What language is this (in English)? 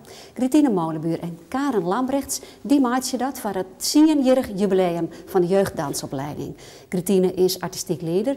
Western Frisian